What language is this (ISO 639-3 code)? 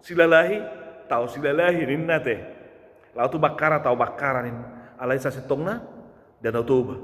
bbc